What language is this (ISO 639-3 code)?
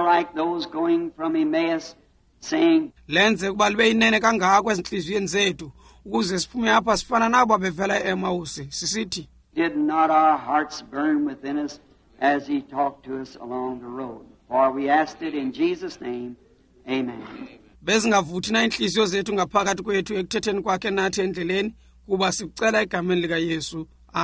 xho